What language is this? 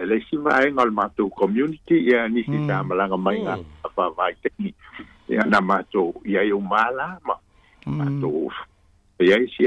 Samoan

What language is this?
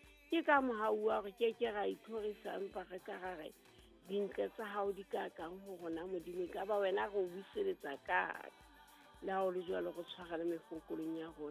Southern Sotho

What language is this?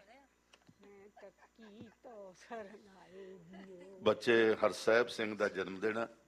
Punjabi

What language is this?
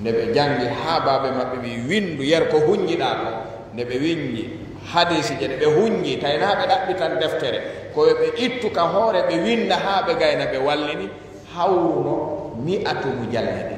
Fula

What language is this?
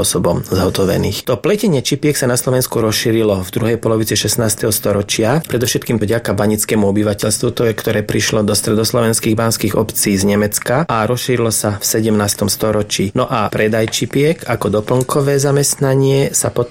Slovak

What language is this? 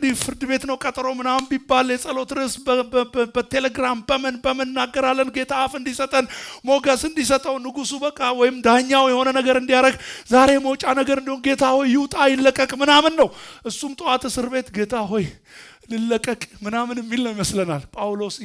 Amharic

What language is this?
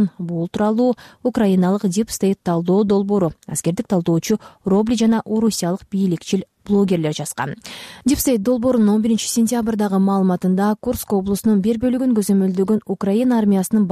Kyrgyz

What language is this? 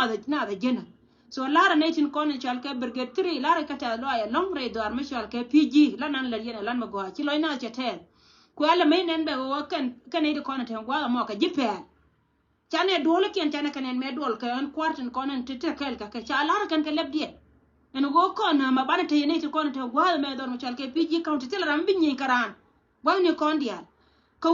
Nuer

